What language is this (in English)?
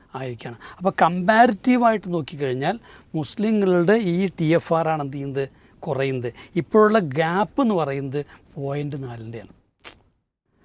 Malayalam